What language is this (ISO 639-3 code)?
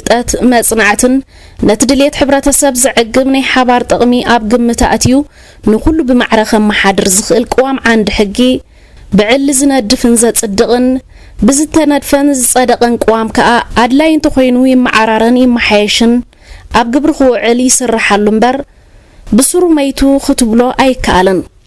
tir